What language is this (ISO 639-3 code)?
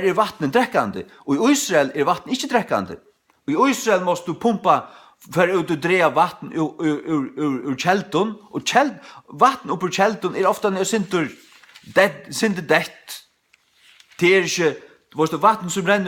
fao